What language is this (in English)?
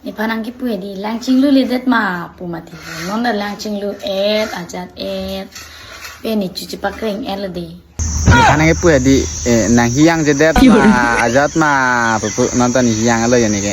Karbi